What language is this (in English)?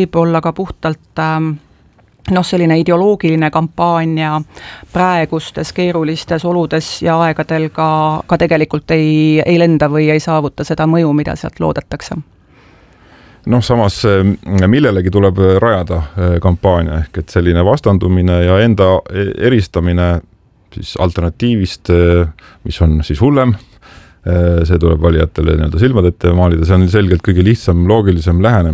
Estonian